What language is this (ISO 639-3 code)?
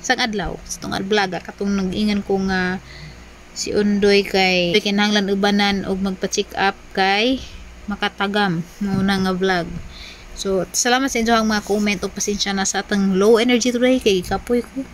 ceb